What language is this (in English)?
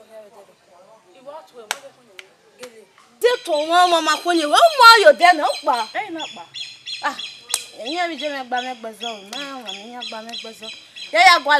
Bini